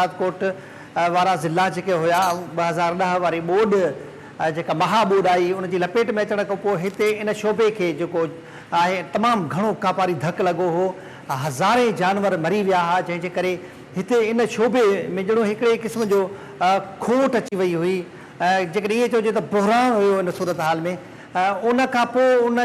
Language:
Sindhi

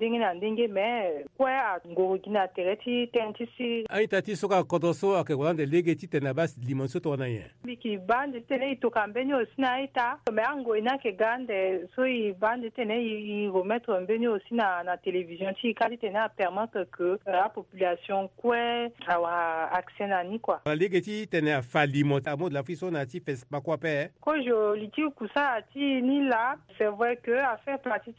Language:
Sango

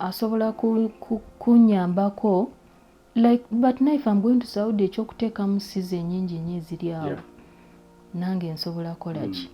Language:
Ganda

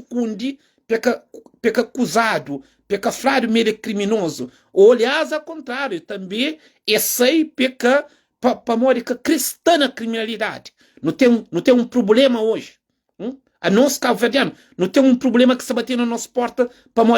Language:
Kabuverdianu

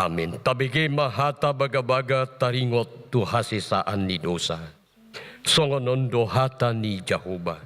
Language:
Batak Toba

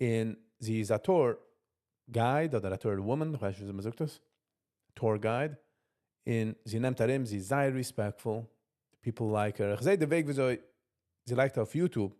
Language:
Yiddish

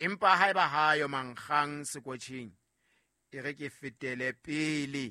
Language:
Southern Sotho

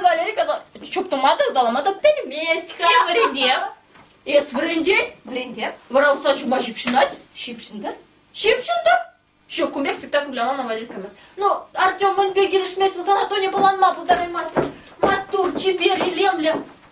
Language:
Chuvash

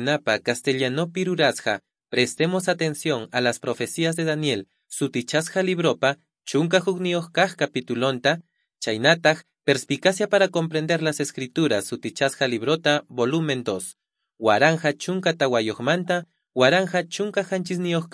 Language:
South Bolivian Quechua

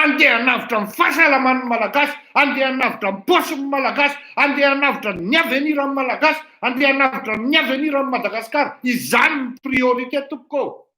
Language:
Malagasy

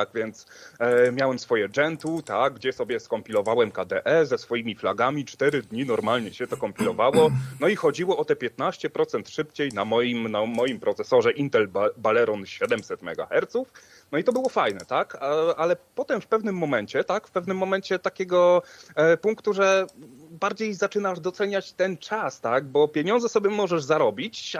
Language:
Polish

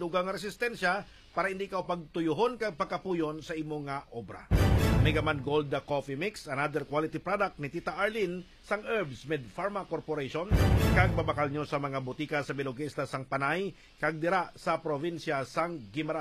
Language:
Hiligaynon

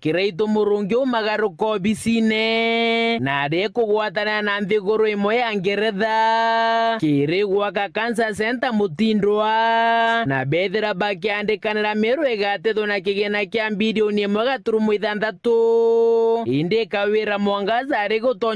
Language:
Meru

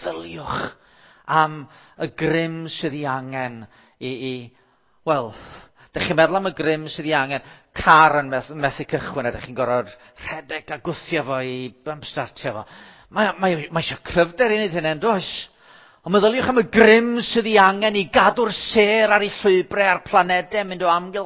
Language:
Welsh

